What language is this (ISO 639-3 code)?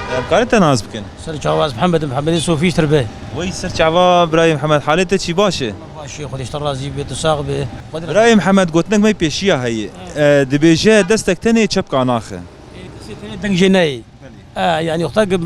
kur